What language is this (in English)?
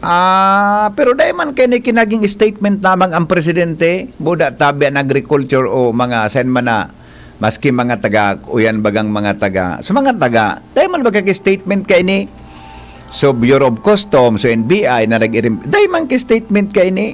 Bikol